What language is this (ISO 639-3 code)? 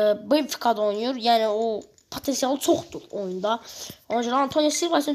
aze